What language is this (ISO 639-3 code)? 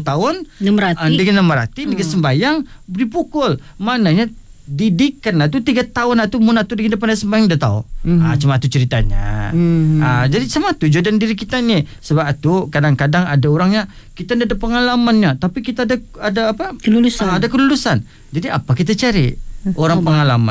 msa